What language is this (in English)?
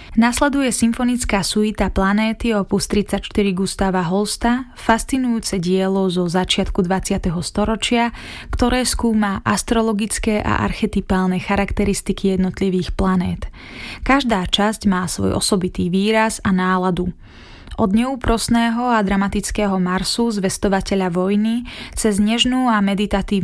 Slovak